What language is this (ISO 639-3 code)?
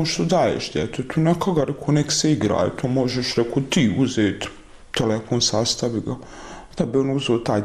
bos